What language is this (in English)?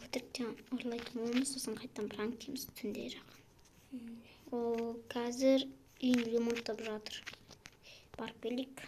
Kazakh